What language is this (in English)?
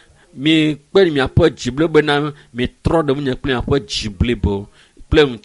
Ewe